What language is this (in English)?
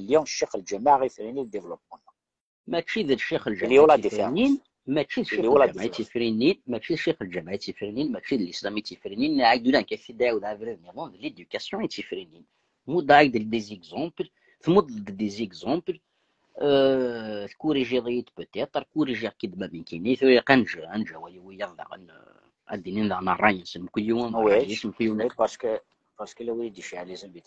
Kabyle